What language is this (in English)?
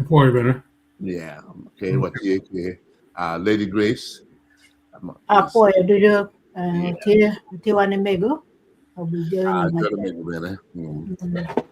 Acoli